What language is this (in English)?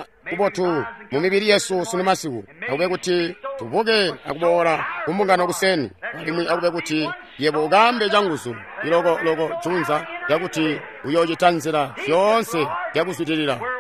Tonga (Zambia)